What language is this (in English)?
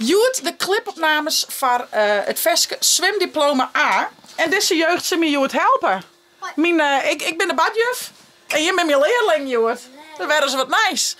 Western Frisian